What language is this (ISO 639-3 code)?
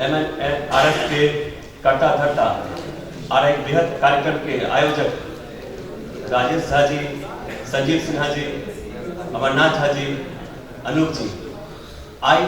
mai